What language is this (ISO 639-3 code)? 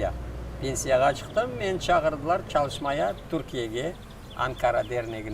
crh